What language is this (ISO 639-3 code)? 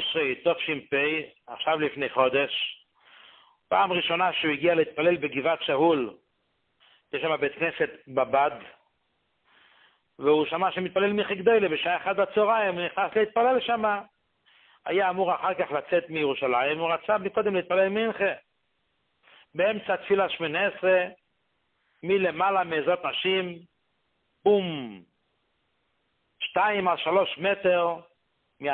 heb